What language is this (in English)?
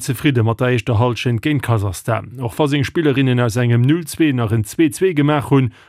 Luxembourgish